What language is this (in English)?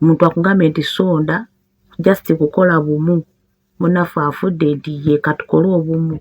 Ganda